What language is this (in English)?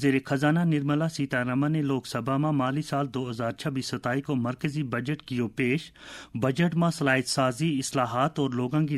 Gujari